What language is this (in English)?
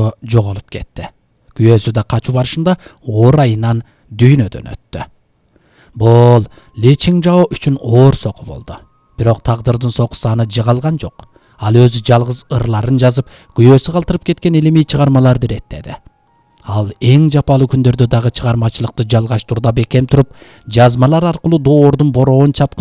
Kyrgyz